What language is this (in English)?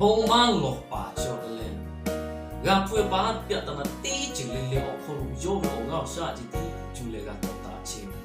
Lahu